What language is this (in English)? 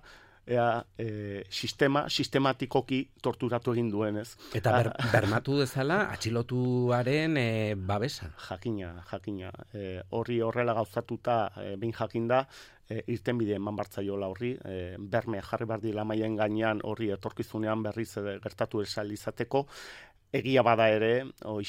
Basque